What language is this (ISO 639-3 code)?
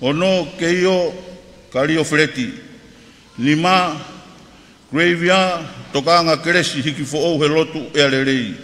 ton